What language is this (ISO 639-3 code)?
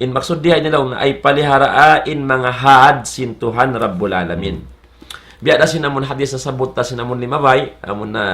tsg